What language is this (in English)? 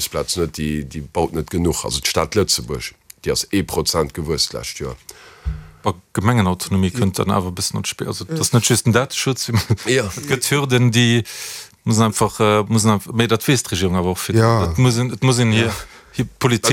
Luxembourgish